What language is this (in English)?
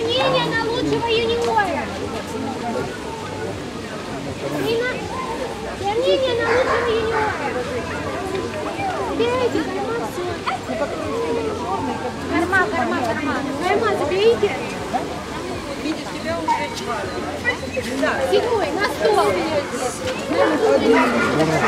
Russian